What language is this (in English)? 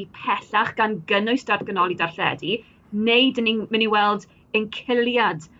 Welsh